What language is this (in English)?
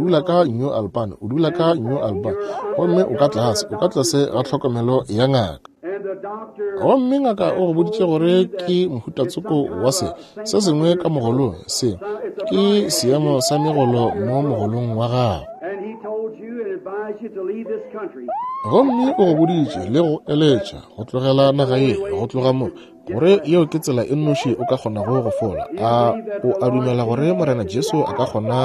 Northern Sotho